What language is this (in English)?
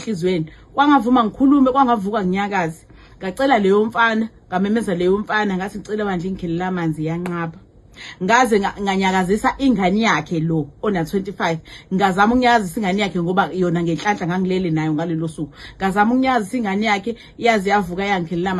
Zulu